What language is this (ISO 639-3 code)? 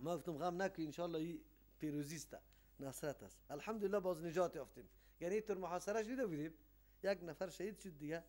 fas